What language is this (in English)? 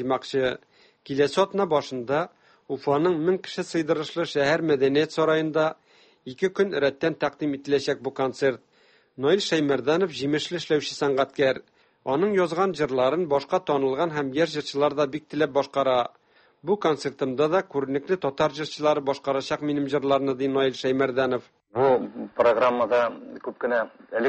Tatar